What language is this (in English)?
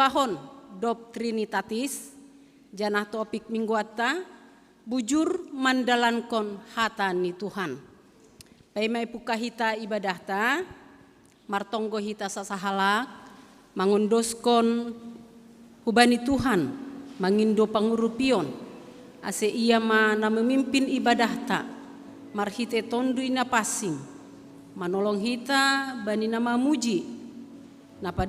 Batak Simalungun